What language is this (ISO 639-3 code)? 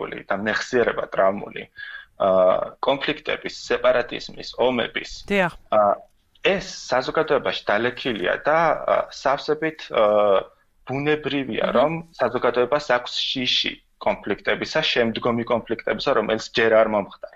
kat